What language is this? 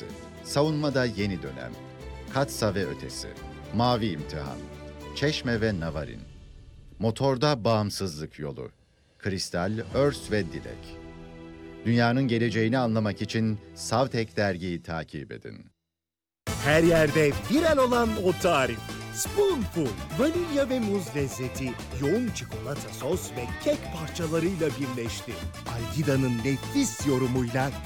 Turkish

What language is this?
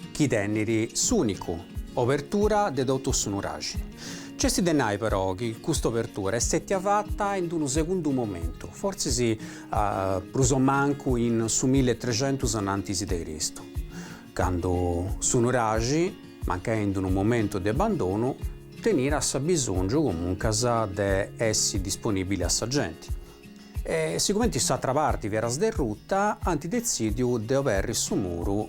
Sardinian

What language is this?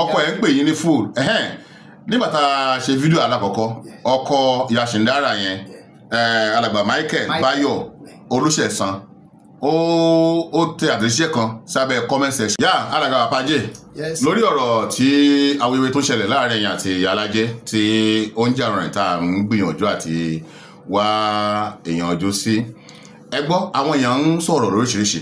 Yoruba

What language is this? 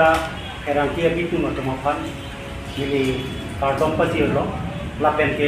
Karbi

